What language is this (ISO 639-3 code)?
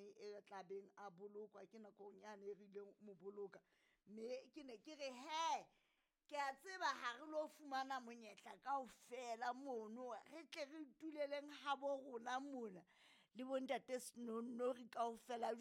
sot